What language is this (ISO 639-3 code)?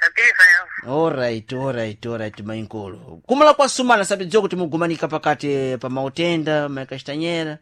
seh